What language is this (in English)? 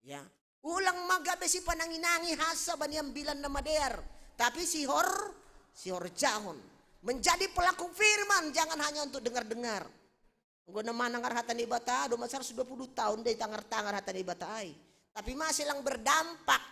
Batak Simalungun